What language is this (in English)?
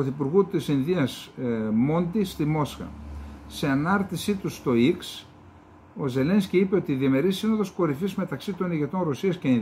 Greek